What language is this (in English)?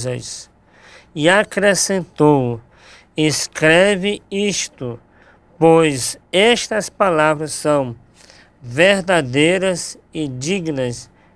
Portuguese